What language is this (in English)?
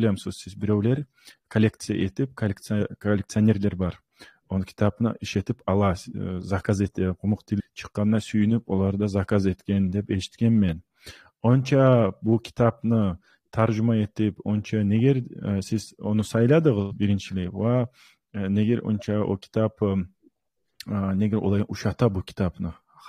Kumyk